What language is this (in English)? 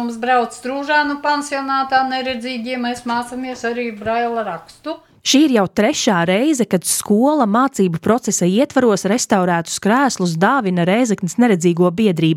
Latvian